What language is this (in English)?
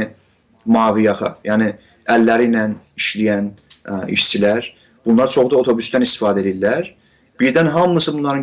South Azerbaijani